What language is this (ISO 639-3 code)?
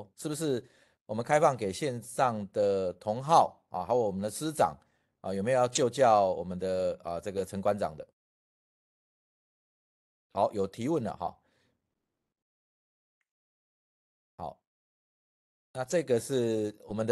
zho